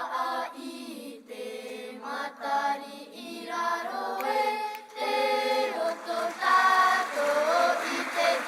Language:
Tahitian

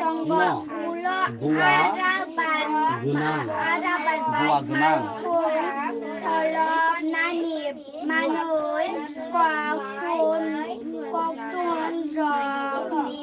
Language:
Kok Borok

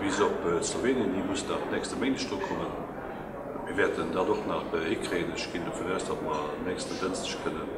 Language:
Luxembourgish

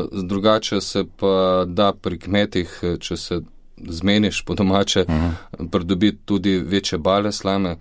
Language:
Slovenian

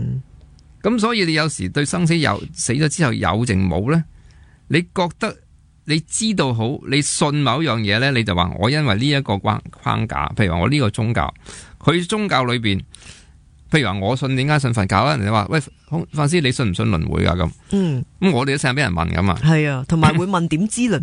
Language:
Cantonese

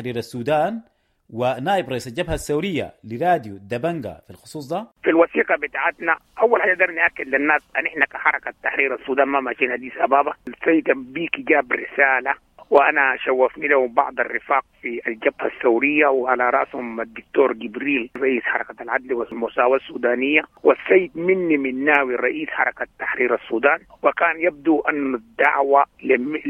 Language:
Sudanese Arabic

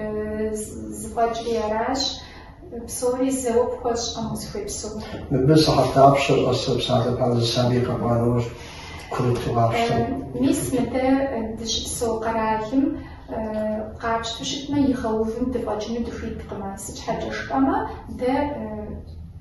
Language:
Kabardian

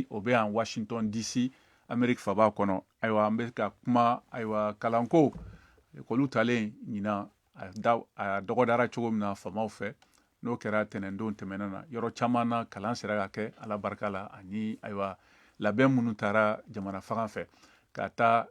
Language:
Bambara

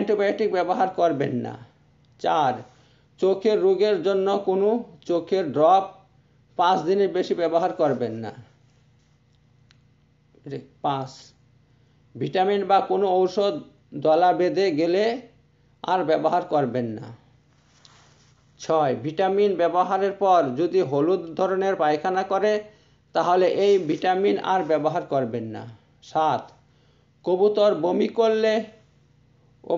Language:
Bangla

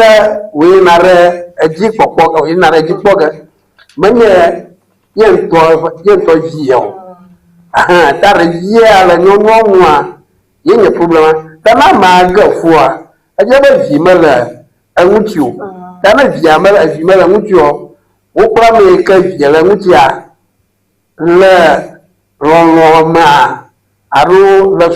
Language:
Ewe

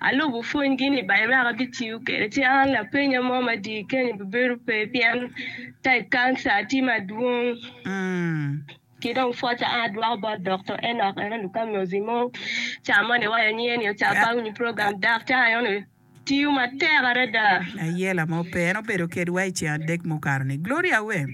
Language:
Acoli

